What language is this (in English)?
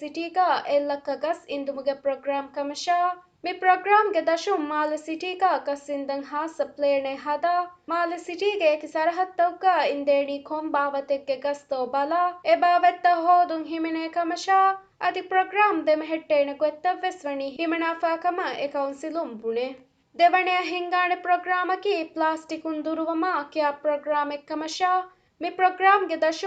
Divehi